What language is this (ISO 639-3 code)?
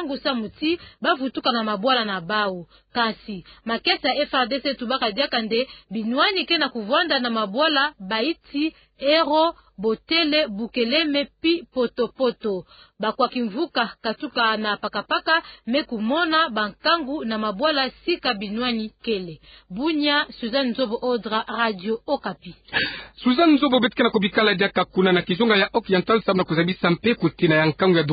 ktu